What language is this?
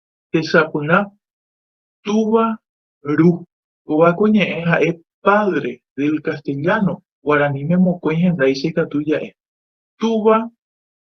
Guarani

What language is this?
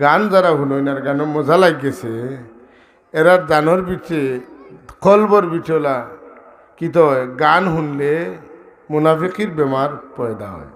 Sylheti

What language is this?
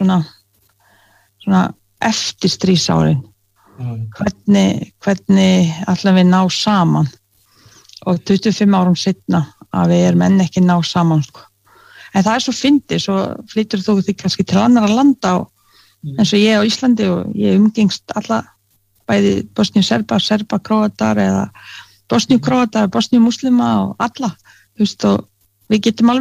Icelandic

